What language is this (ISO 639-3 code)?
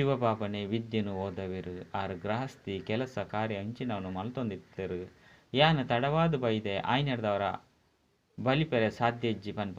tcy